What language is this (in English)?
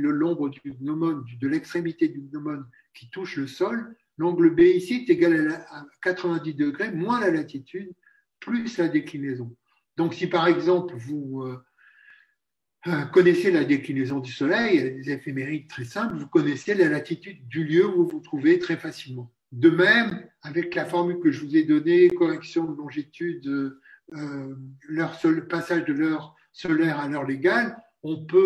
French